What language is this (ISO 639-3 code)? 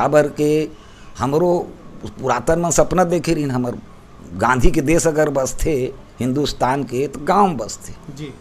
hne